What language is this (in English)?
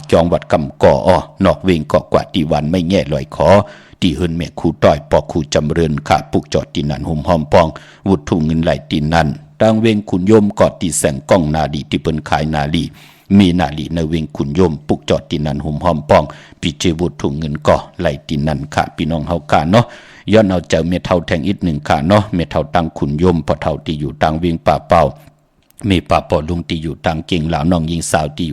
Shan